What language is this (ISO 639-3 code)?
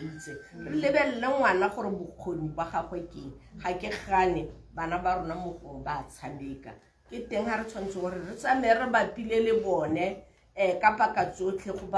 tsn